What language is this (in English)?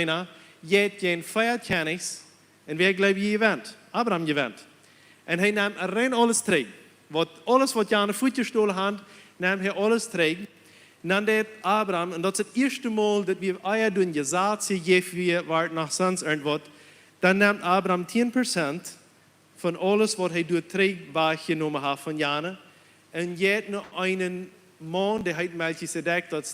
Plautdietsch